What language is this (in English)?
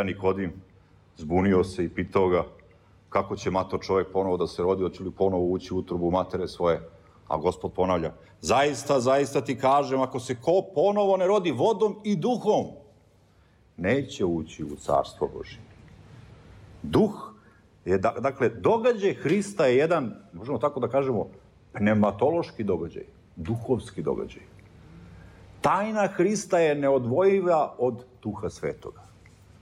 Serbian